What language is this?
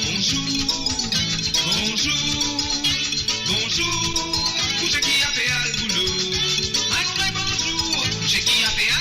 Morisyen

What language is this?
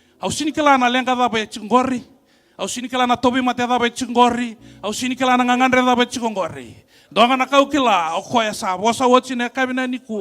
Fijian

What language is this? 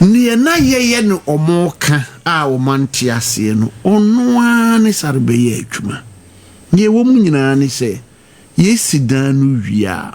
Akan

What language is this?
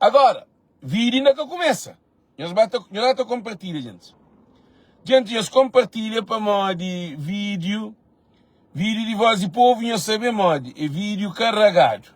Kabuverdianu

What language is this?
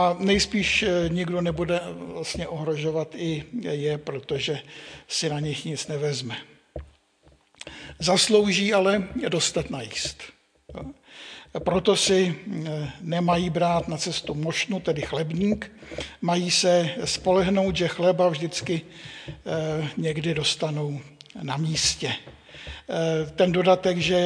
Czech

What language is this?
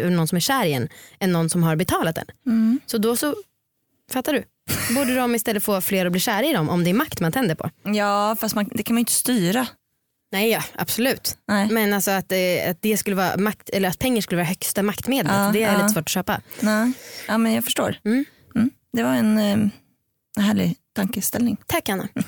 Swedish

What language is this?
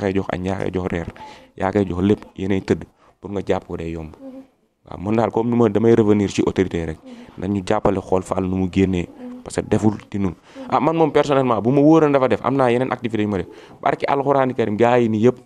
Wolof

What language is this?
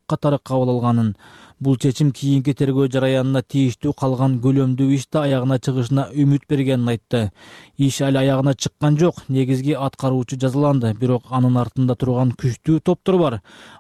Kyrgyz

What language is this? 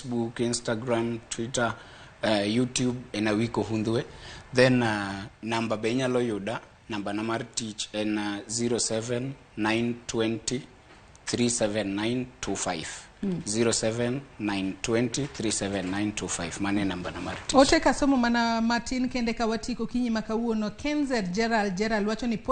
Luo (Kenya and Tanzania)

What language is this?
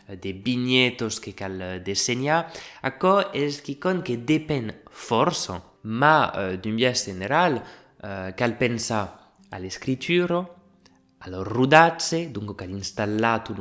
Occitan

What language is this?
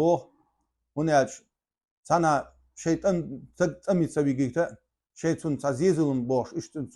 Chechen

